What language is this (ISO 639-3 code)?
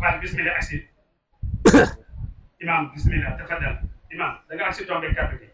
wol